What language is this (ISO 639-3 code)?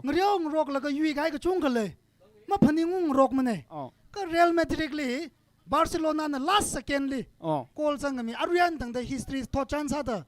nmf